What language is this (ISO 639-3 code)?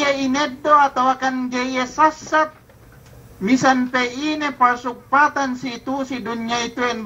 yka